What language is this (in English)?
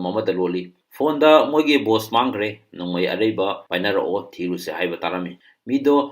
Manipuri